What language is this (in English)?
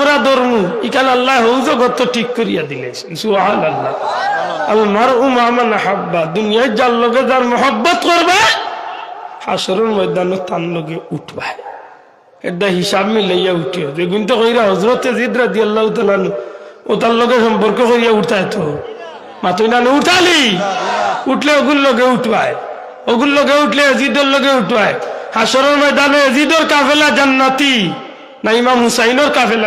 Sylheti